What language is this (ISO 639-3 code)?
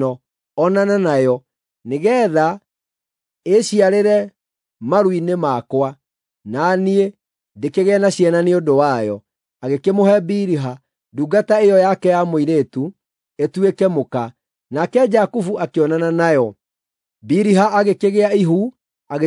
kik